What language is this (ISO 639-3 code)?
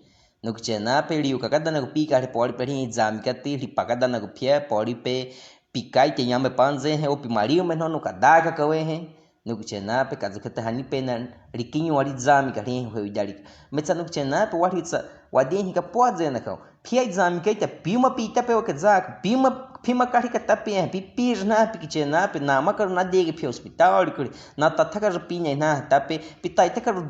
bwi